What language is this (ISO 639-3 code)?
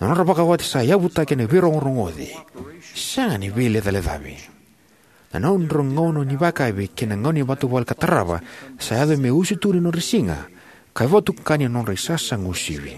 fij